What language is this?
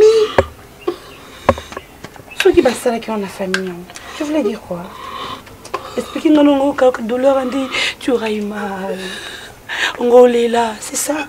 French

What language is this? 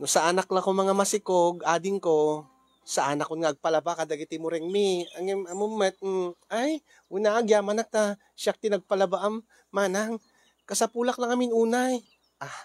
Iloko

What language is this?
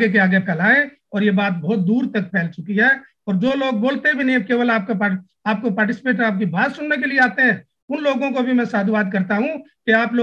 Hindi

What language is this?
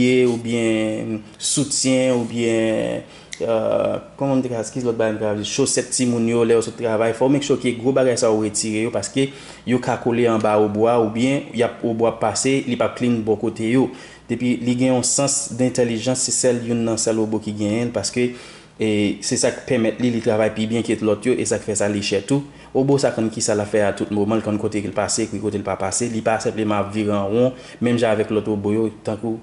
Haitian Creole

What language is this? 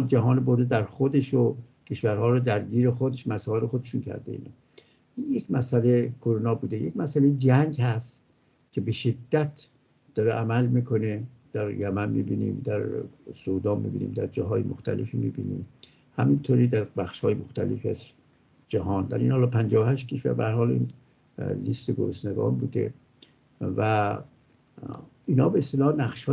Persian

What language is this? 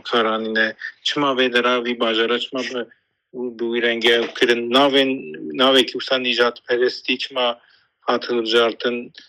Kurdish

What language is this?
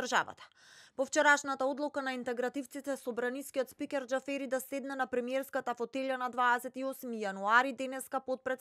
Macedonian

